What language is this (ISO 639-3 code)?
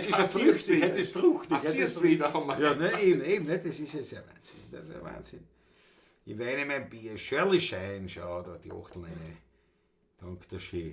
bar